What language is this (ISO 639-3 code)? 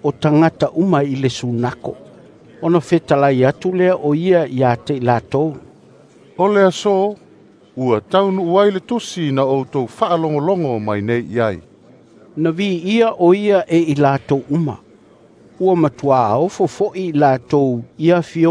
smo